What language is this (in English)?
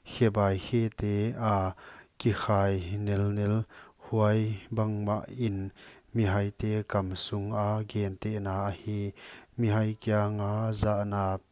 Paite Chin